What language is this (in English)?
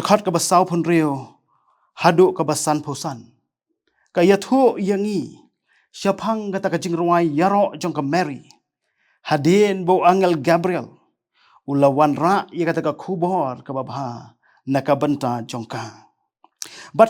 Khasi